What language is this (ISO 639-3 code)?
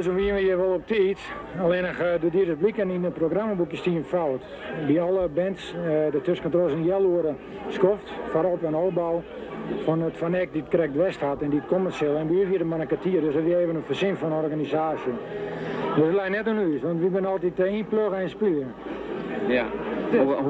fry